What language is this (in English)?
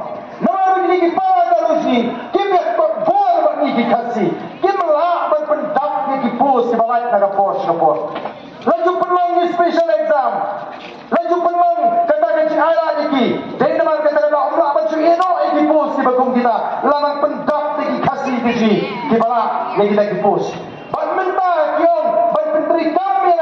Khasi